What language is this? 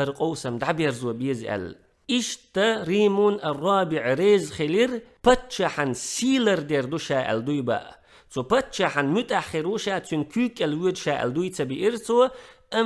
Chechen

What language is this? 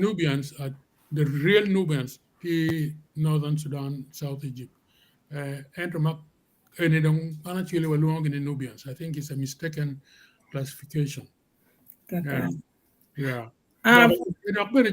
Acoli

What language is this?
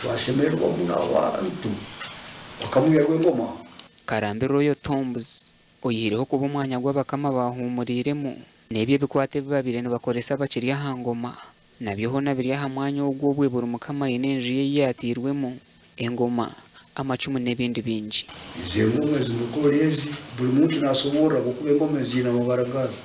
Nyankole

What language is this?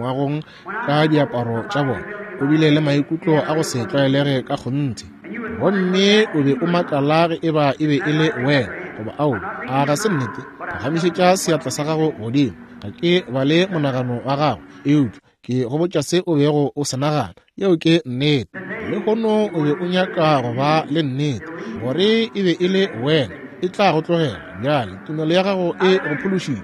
Northern Sotho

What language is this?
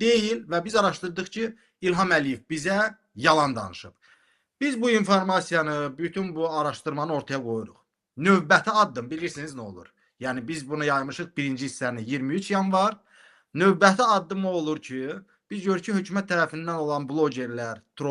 Azerbaijani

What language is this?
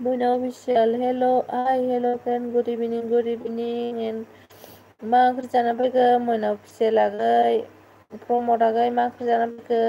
Bodo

